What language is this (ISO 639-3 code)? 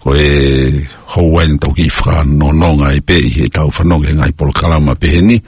ton